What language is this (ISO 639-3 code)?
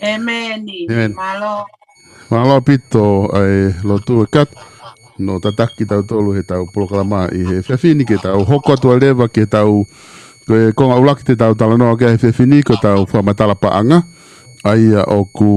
ton